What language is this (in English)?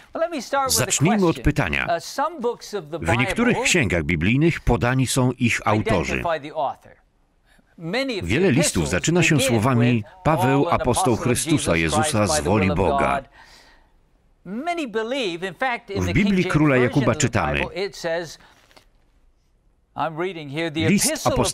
Polish